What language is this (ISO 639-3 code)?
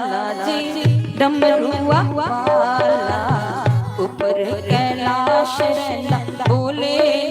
doi